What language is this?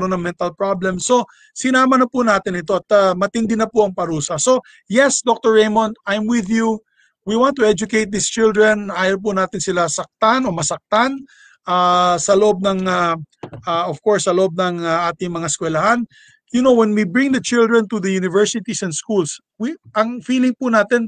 Filipino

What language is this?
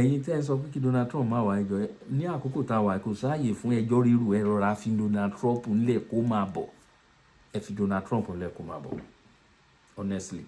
Yoruba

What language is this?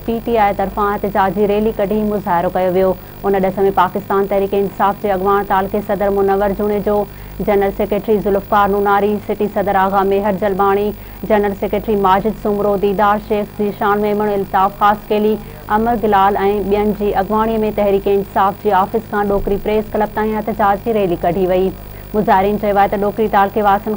Sindhi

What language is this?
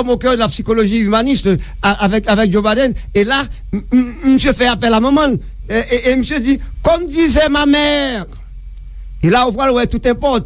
Haitian Creole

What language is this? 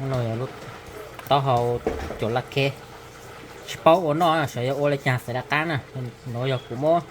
Hmong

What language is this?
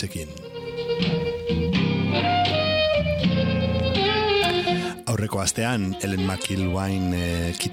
Basque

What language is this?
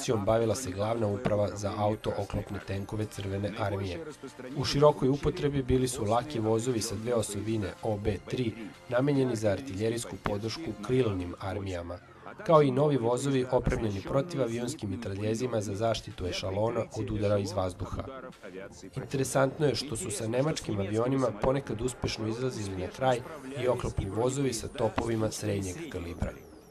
Serbian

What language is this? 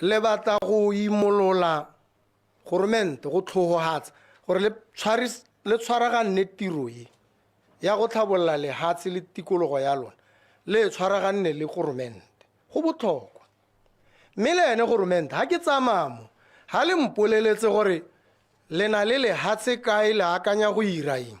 Tswana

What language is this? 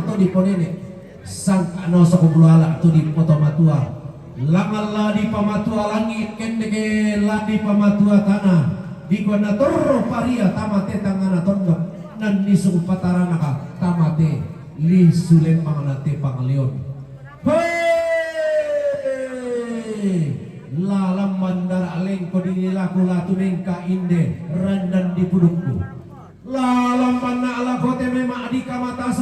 Toraja-Sa'dan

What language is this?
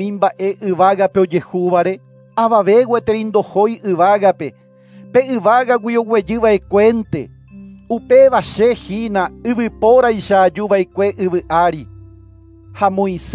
Guarani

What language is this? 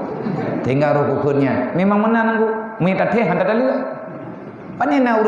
Achinese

